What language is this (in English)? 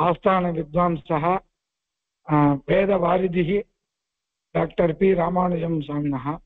Sanskrit